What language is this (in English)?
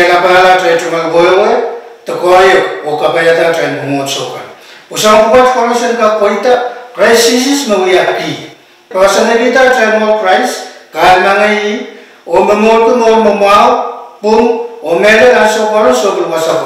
Pohnpeian